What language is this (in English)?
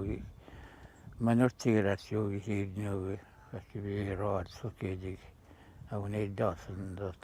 Atikamekw